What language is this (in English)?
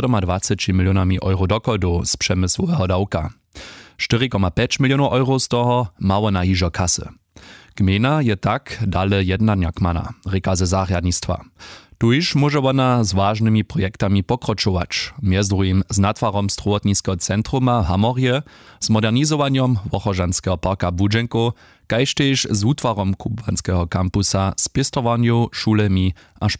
Upper Sorbian